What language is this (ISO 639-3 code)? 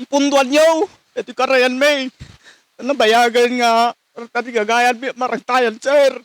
ilo